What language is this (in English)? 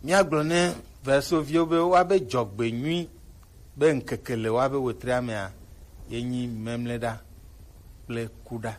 Gen